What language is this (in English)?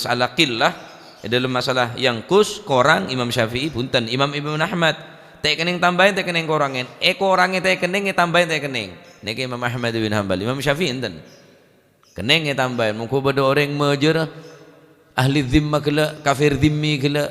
Madurese